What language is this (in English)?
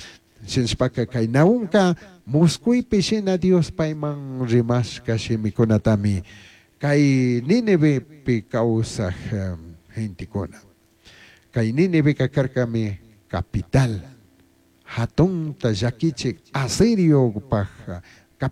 Chimborazo Highland Quichua